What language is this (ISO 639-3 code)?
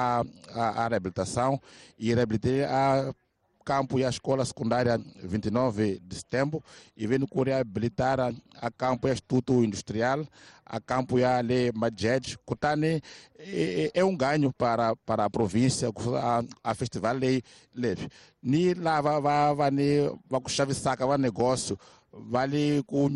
tso